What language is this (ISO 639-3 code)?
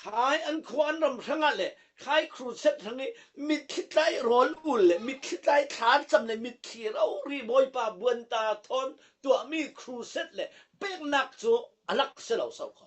cfm